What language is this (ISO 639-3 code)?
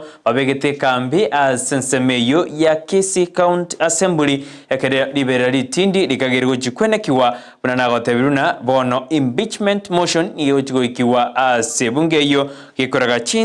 guz